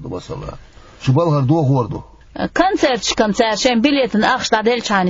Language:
Chechen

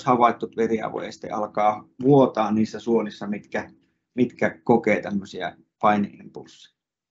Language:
Finnish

